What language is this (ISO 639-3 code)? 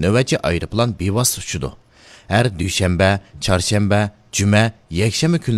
uig